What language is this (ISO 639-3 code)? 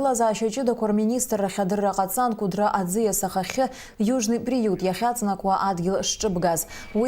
abk